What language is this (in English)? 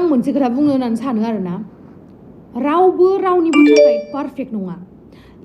Bodo